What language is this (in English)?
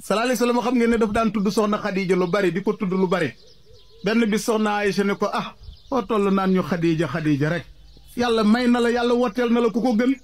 Wolof